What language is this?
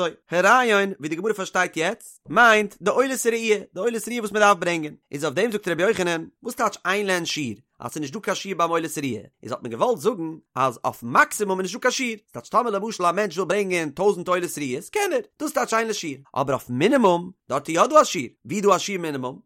Yiddish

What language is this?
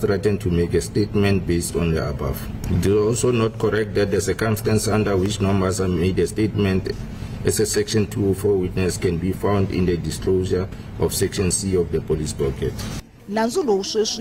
Tsonga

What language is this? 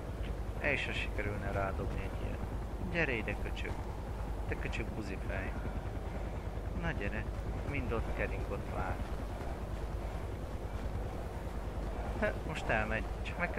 Hungarian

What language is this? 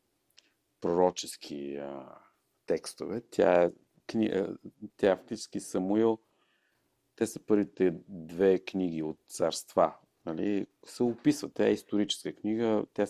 Bulgarian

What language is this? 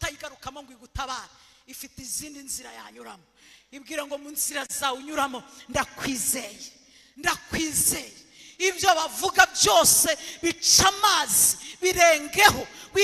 Kinyarwanda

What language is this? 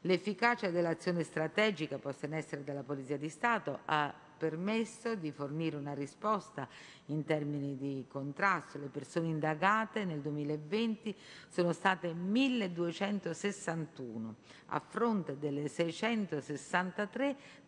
Italian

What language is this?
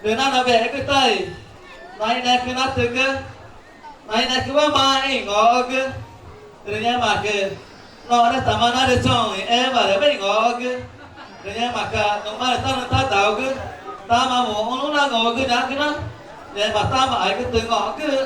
Ticuna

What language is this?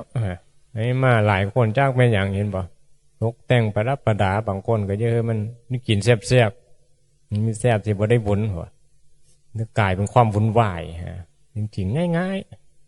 Northeastern Thai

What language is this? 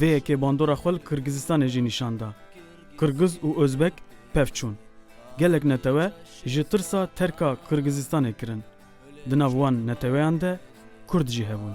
Kurdish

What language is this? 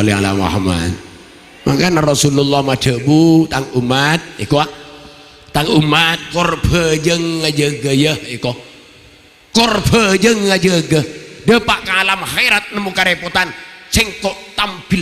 Madurese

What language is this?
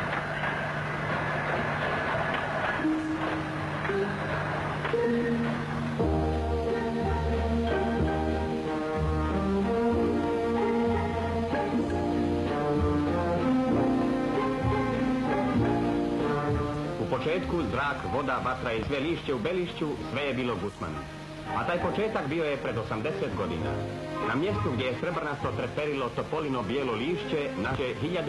Croatian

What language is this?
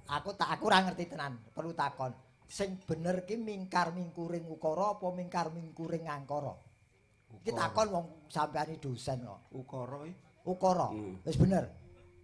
Javanese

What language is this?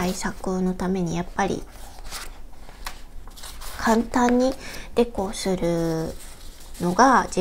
Japanese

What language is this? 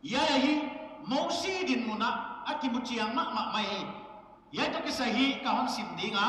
Paite Chin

